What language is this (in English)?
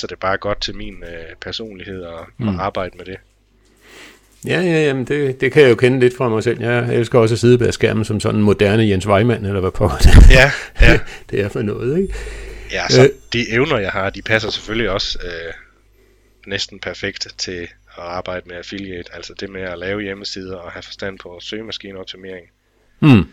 Danish